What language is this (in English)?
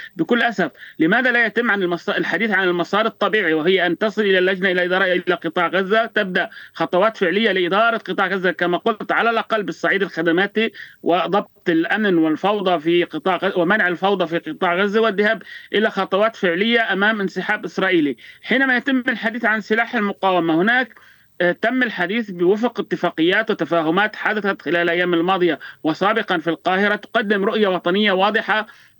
Arabic